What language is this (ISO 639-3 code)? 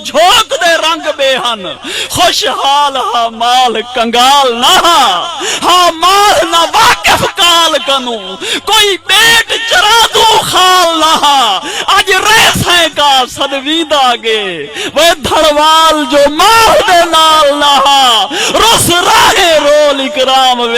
skr